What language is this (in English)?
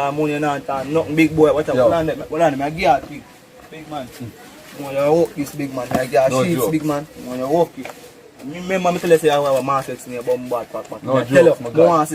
Jamaican Creole English